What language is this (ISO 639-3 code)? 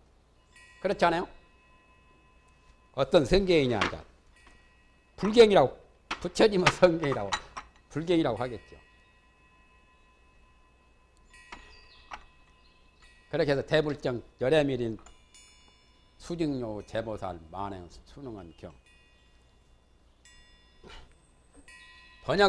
kor